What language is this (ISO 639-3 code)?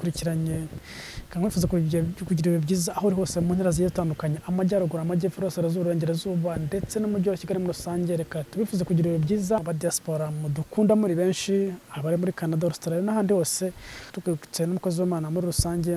kin